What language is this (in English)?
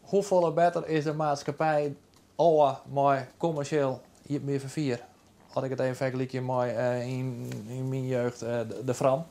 Western Frisian